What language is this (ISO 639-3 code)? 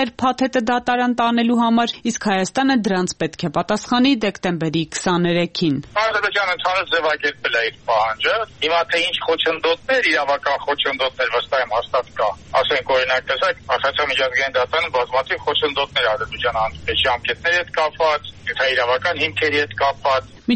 hye